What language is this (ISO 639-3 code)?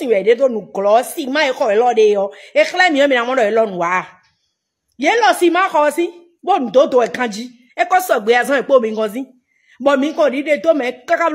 fon